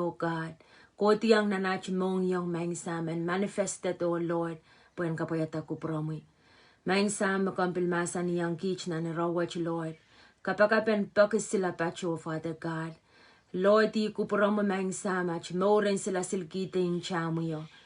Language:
Pohnpeian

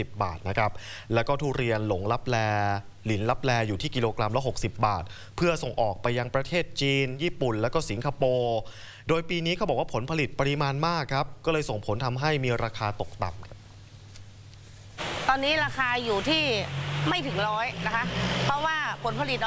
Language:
Thai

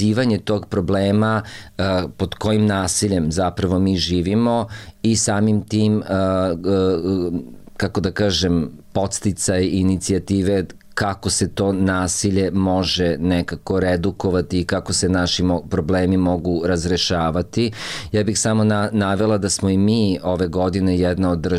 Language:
Serbian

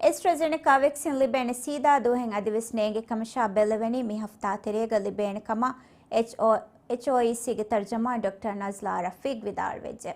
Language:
Divehi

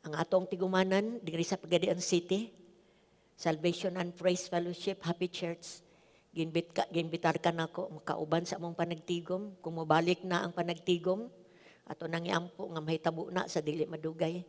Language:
Cebuano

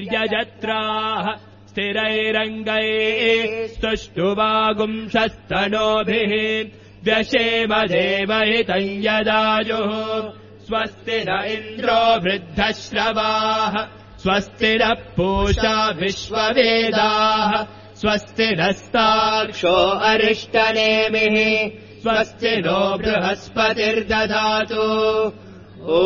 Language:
Sanskrit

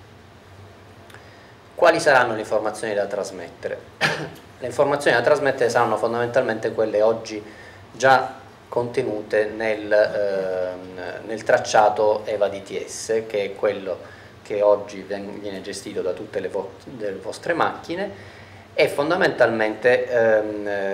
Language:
Italian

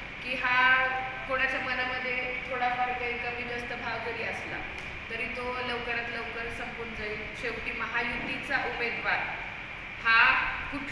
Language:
Marathi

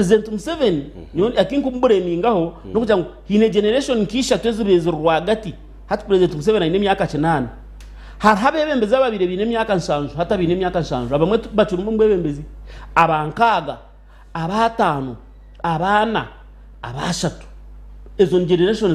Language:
Nyankole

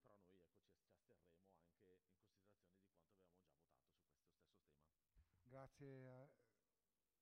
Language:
Italian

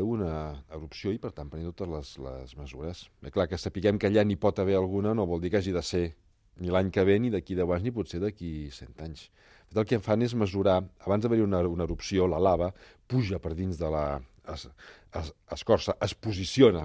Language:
Catalan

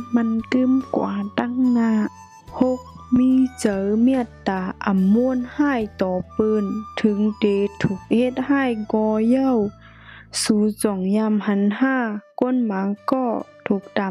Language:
Shan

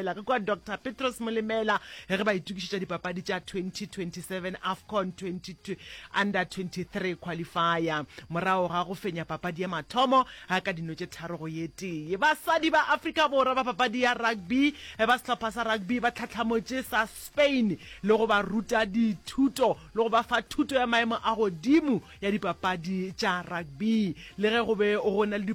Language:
Northern Sotho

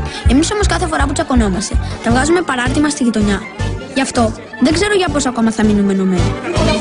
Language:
Greek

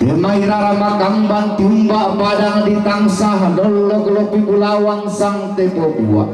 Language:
Toraja-Sa'dan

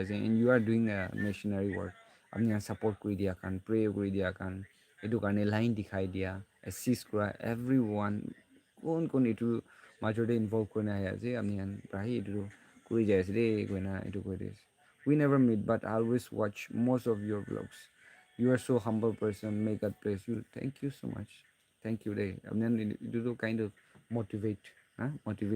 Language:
Naga Pidgin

